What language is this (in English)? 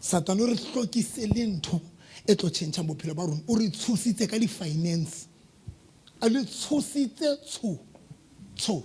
Southern Sotho